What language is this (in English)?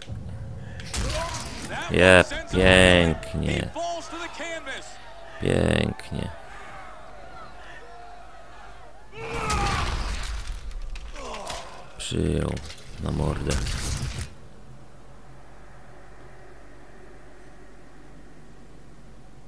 Polish